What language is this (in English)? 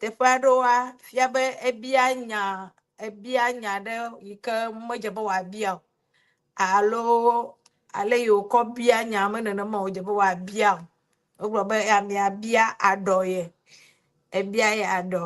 Ewe